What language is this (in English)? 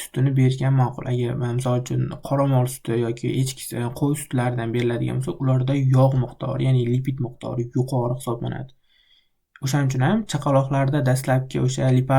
Uzbek